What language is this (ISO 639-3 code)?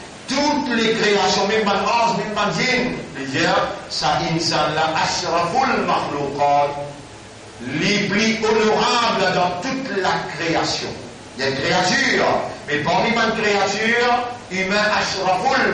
mfe